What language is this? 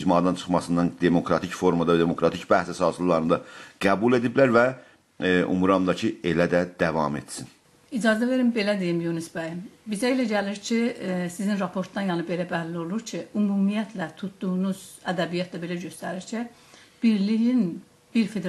South Azerbaijani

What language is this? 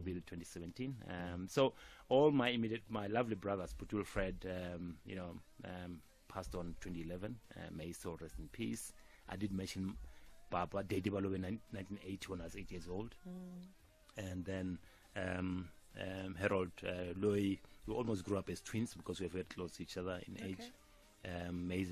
Tsonga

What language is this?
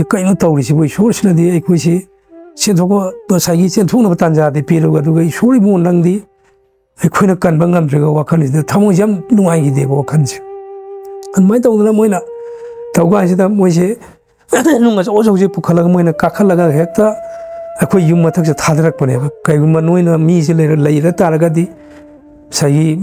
Manipuri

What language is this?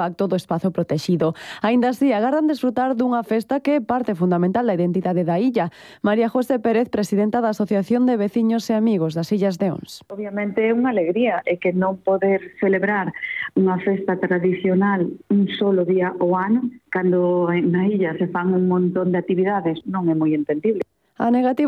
Galician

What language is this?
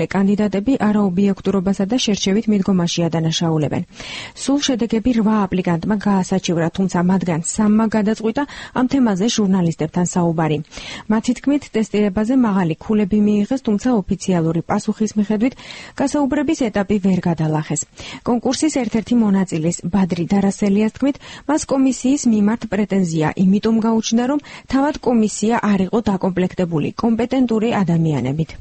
Georgian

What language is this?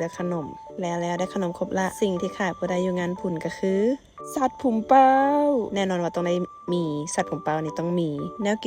Lao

